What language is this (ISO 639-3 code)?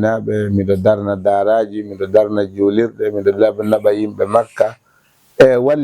ful